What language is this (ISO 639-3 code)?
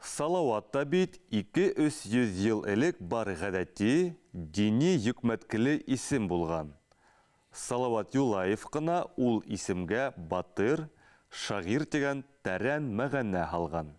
bak